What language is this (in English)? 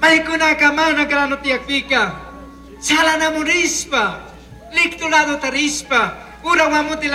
Chimborazo Highland Quichua